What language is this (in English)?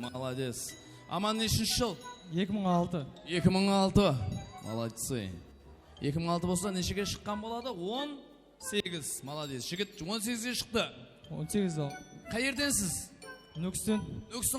Kara-Kalpak